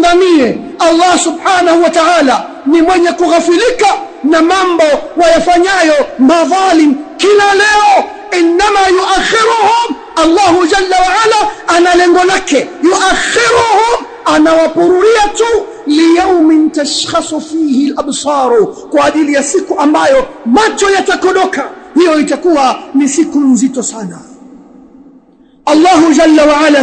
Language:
Swahili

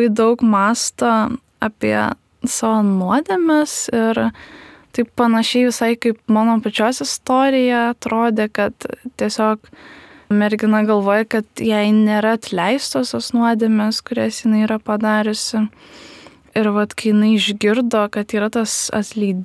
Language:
Lithuanian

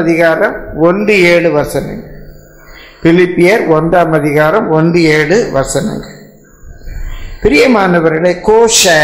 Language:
Tamil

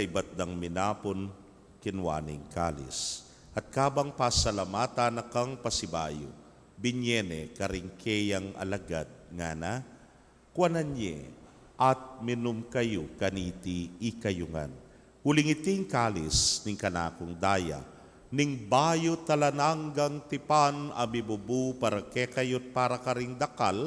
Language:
Pampanga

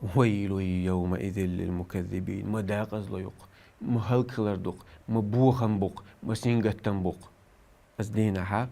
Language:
Chechen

